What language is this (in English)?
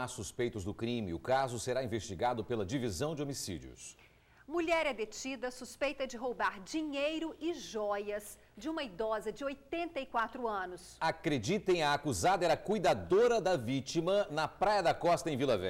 Portuguese